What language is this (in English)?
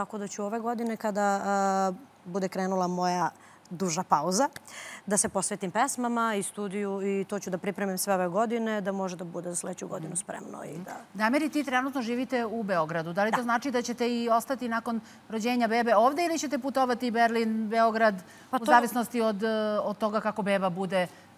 Serbian